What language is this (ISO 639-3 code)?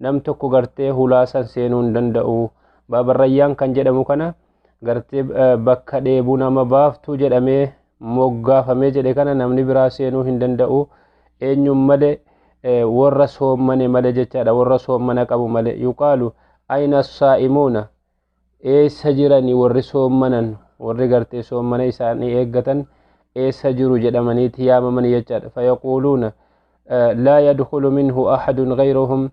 orm